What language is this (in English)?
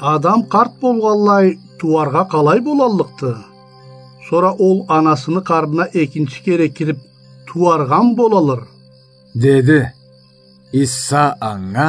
Karachay-Balkar